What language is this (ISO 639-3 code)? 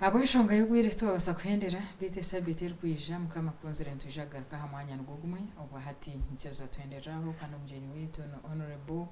nyn